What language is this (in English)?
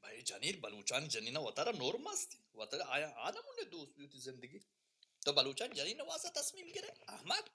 Baluchi